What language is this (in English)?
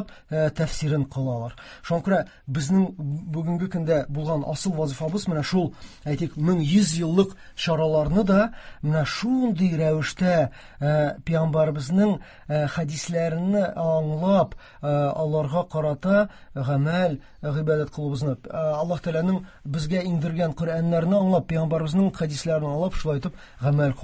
Tatar